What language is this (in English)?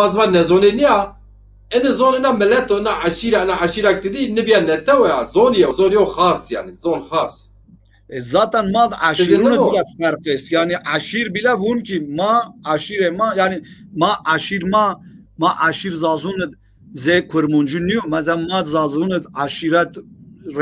Zaza